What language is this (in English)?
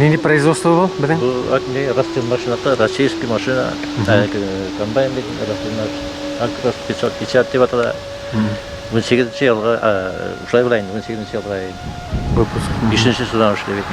Bashkir